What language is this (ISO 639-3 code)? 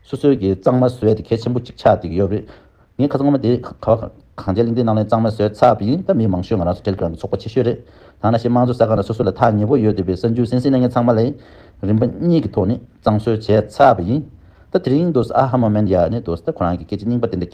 bod